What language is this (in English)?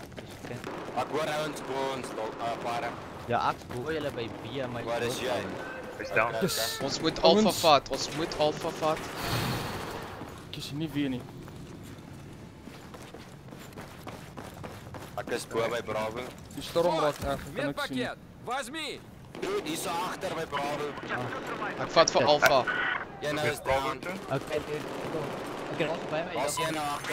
Afrikaans